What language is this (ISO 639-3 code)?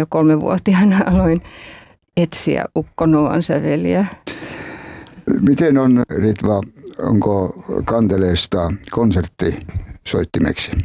fin